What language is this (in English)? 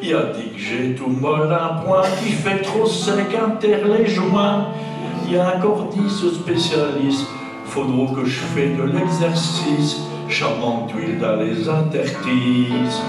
Picard